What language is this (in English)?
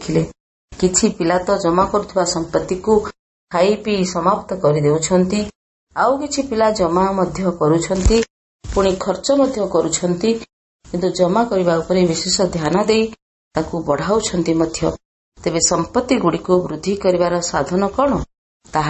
Odia